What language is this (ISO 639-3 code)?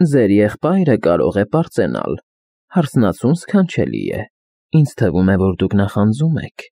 hye